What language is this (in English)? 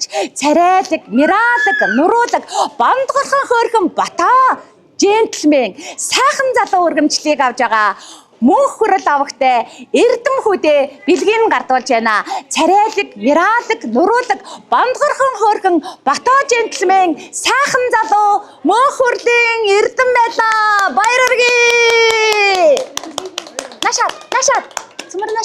Mongolian